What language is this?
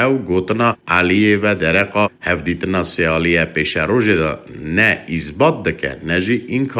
Kurdish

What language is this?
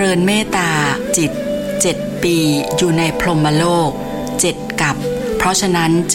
Thai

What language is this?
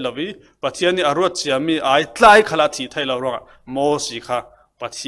Falam Chin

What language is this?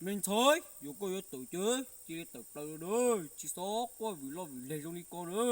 Hmong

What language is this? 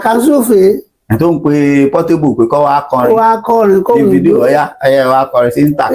Yoruba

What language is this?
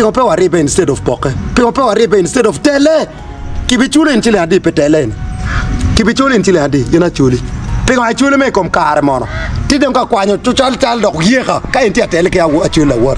Acoli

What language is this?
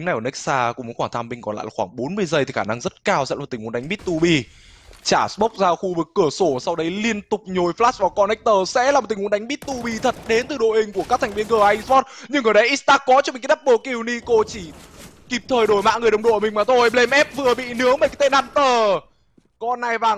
Vietnamese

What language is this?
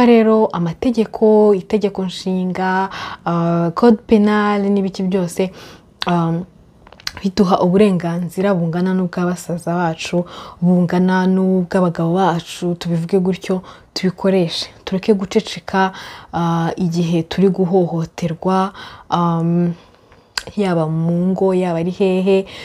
Kinyarwanda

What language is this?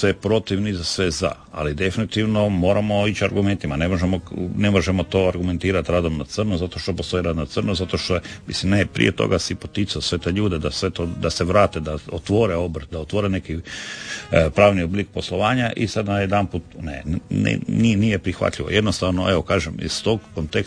Croatian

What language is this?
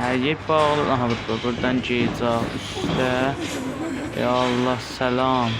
South Azerbaijani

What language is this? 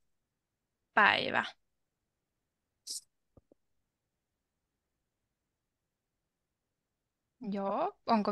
Finnish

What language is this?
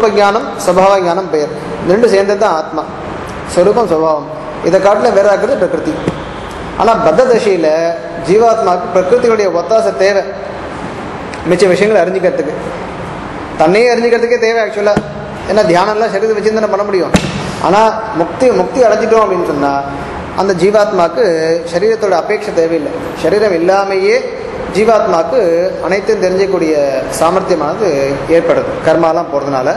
Tamil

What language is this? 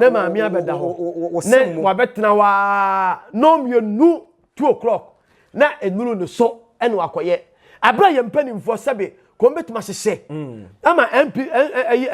Akan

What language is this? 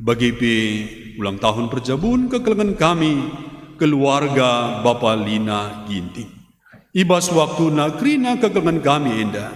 Batak Karo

